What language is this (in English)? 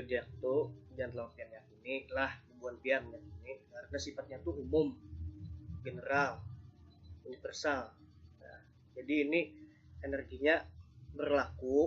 Banjar